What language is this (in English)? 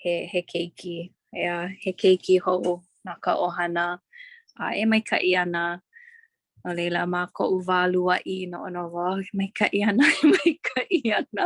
Hawaiian